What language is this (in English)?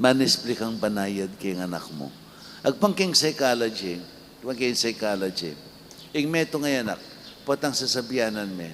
Pampanga